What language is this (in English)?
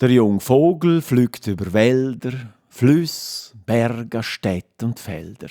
Swiss German